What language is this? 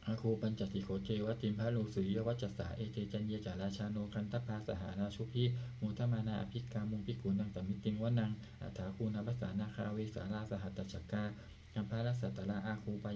Pali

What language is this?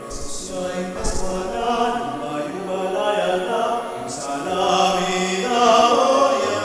Pampanga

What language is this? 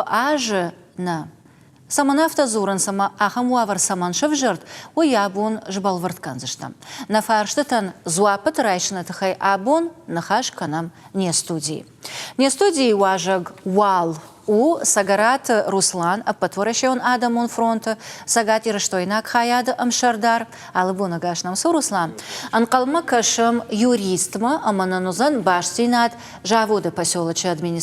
Ossetic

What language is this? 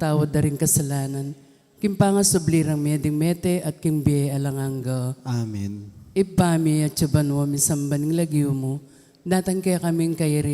Pampanga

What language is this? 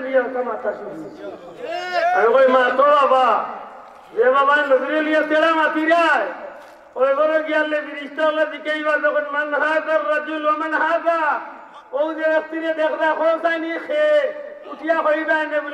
Sylheti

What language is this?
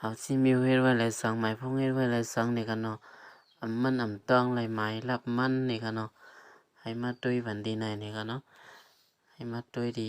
Shan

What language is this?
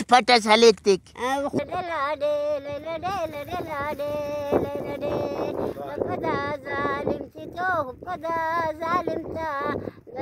Pashto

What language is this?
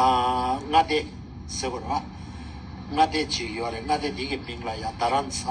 Tibetan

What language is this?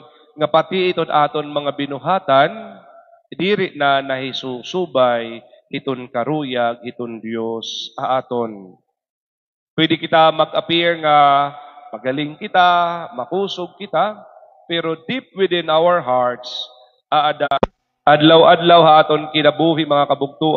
Waray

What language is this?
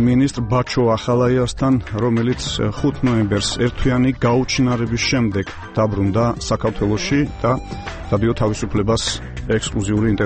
Georgian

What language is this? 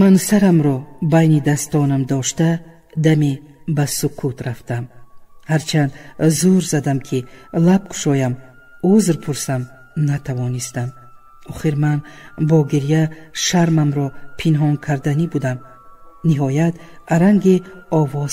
Tajik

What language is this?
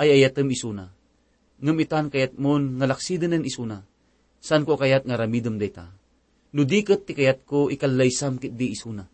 Iloko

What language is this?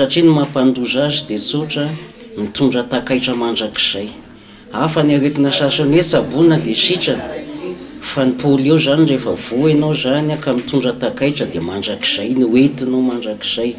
Malagasy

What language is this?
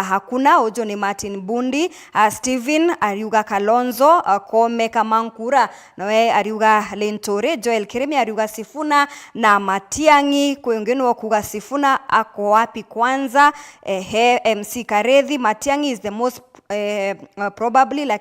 Meru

